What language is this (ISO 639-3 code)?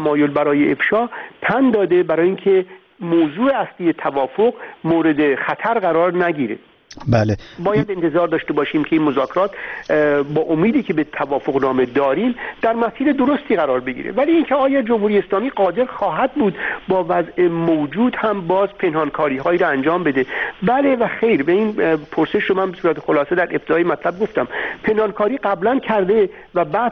fas